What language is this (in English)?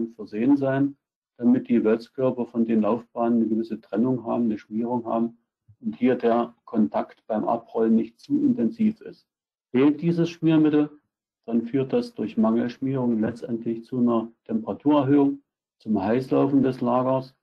German